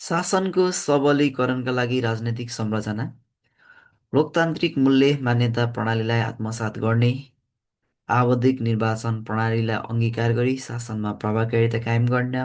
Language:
Nepali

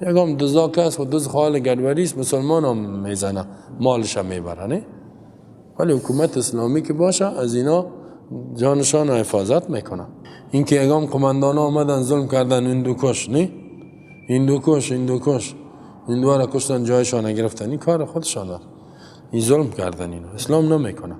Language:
Persian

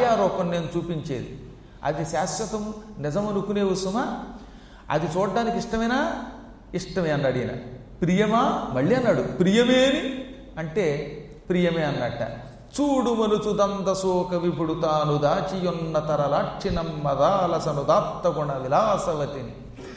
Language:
Telugu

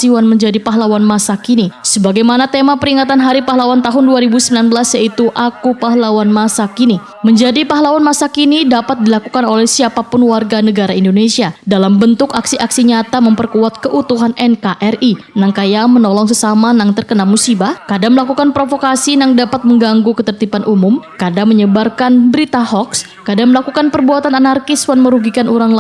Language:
Banjar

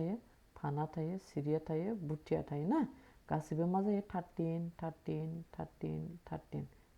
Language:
Bodo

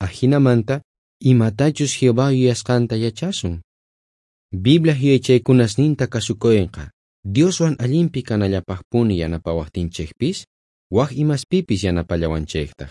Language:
South Bolivian Quechua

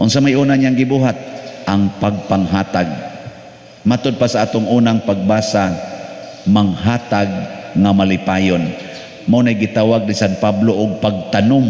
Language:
Cebuano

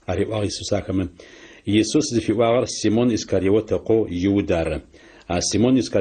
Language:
Adyghe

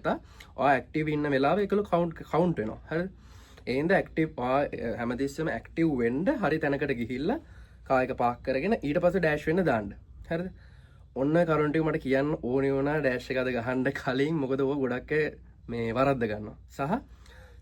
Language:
Sinhala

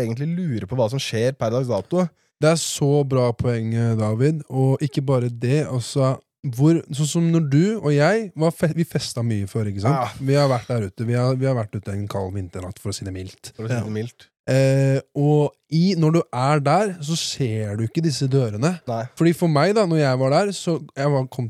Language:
Norwegian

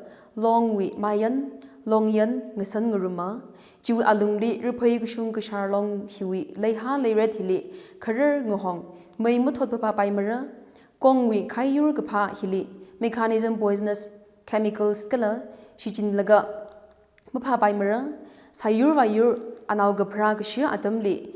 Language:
Tangkhul Naga (India)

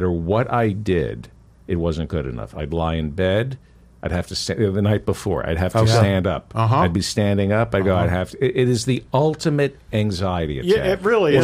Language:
English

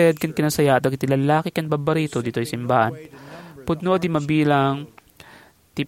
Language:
Iloko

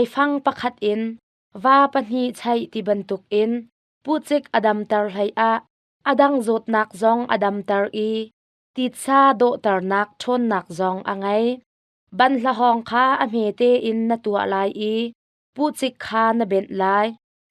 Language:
Hakha Chin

